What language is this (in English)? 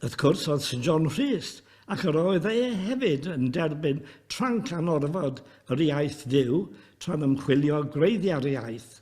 Welsh